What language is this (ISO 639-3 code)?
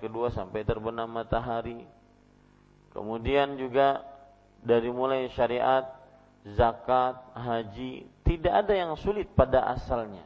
ind